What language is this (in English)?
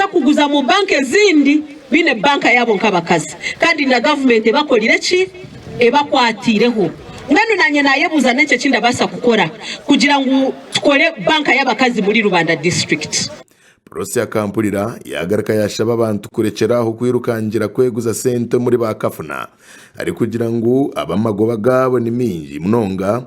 Nyankole